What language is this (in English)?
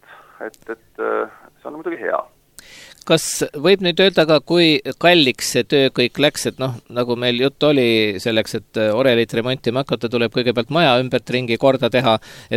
Estonian